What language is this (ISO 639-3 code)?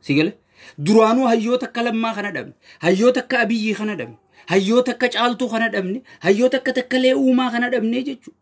orm